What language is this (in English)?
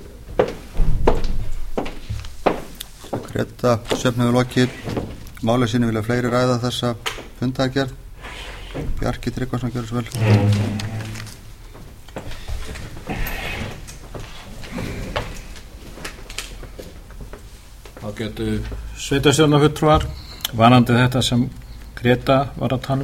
Icelandic